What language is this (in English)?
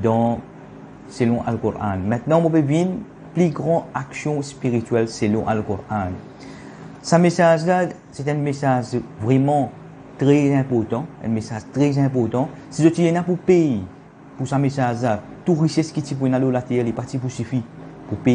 Morisyen